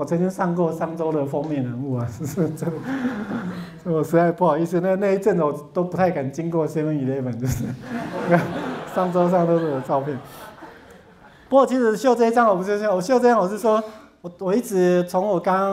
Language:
Chinese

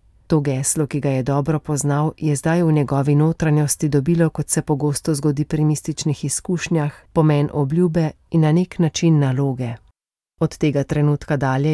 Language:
Slovenian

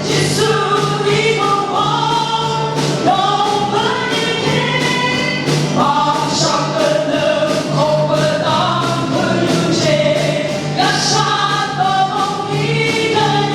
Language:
Phom Naga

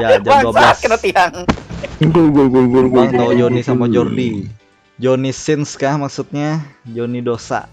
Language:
Banjar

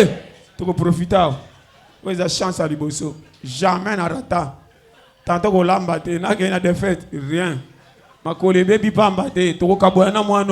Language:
Lingala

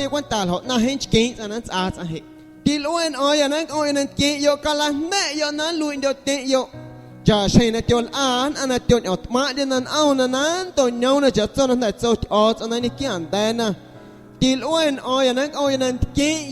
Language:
Guerrero Amuzgo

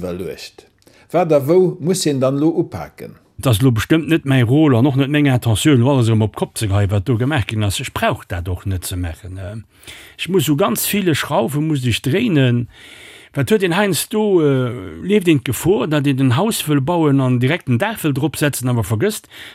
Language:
Luxembourgish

